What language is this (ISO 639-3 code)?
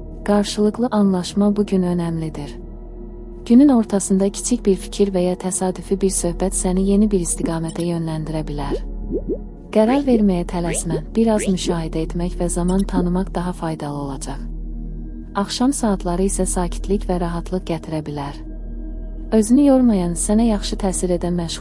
aze